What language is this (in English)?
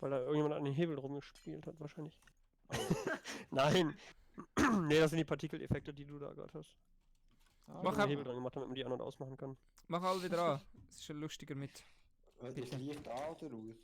Swiss German